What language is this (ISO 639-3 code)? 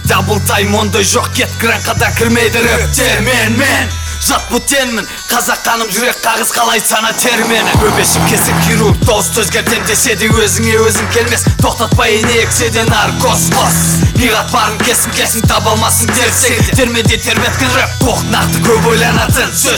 kaz